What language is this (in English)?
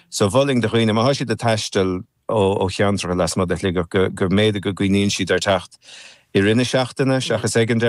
Irish